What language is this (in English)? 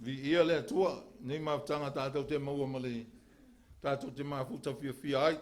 Samoan